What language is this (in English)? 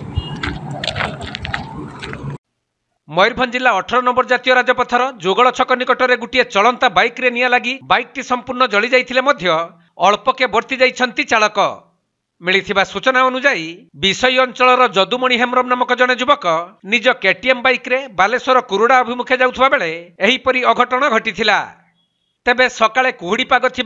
Odia